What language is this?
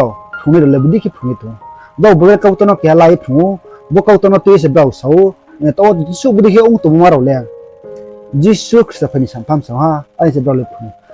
Riang (India)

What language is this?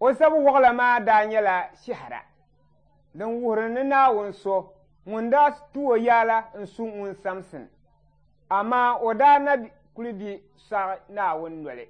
Dagbani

